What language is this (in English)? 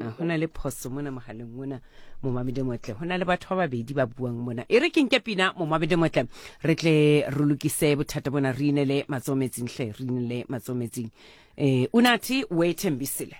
Southern Sotho